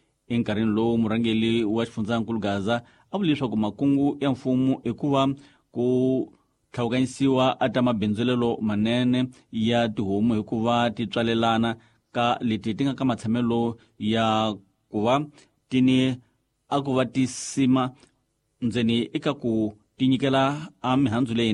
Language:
Tsonga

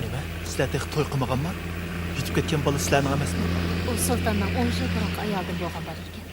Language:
Uyghur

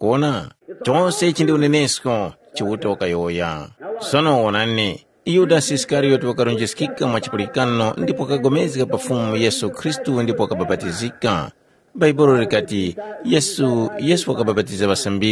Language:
Tumbuka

